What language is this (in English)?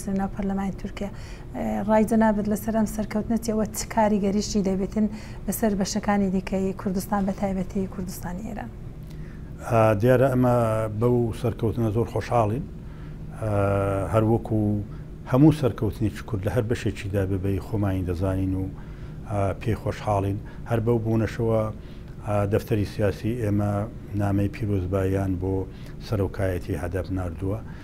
Central Kurdish